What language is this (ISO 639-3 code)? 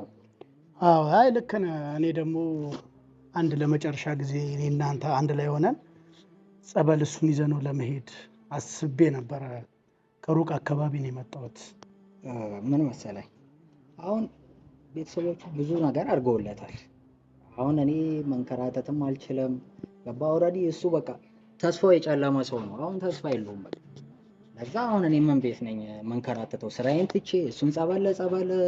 amh